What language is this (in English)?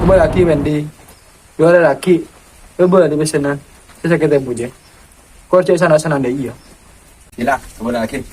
Madurese